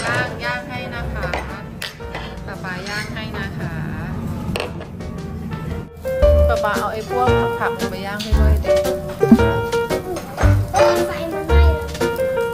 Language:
Thai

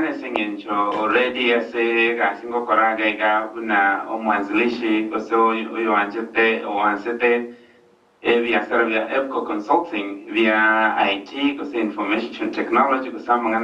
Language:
Gusii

